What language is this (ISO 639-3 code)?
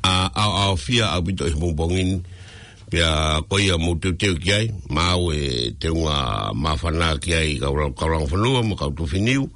ton